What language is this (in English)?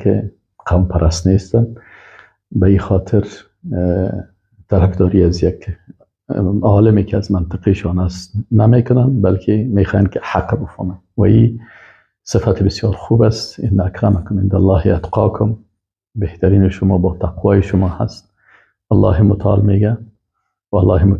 Persian